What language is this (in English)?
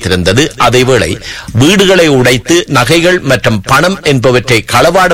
Tamil